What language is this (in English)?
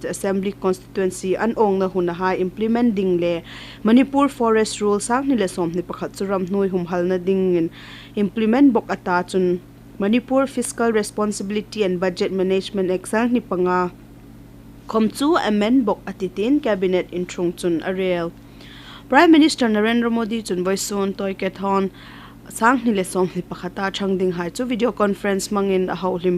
Hmar